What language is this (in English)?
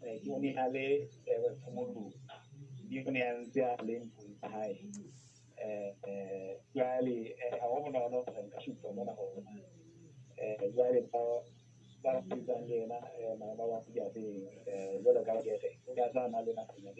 Southern Sotho